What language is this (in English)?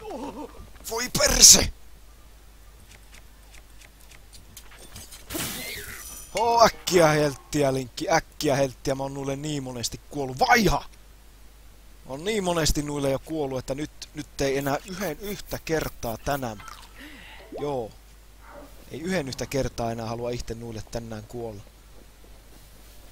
Finnish